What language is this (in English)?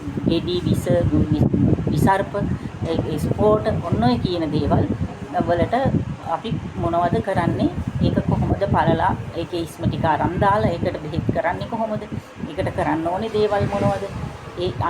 Sinhala